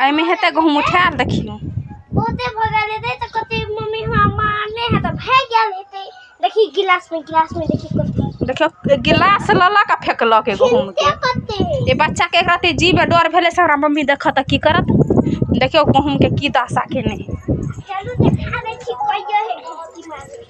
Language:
Maithili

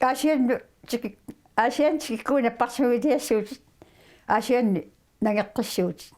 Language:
Kalaallisut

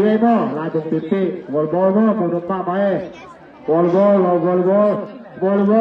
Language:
Tedim Chin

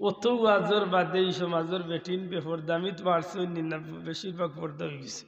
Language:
Sylheti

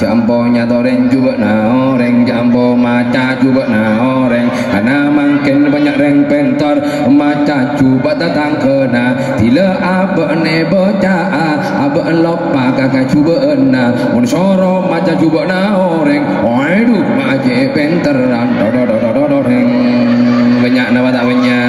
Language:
Madurese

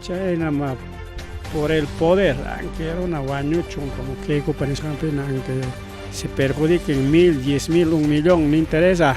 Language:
Ayacucho Quechua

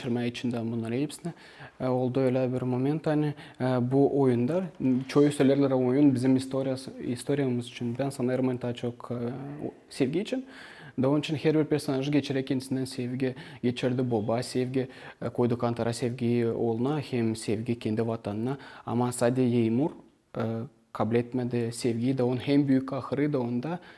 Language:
Gagauz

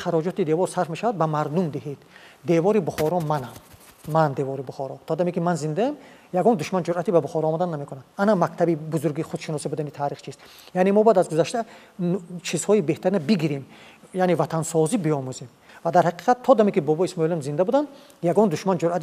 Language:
Tajik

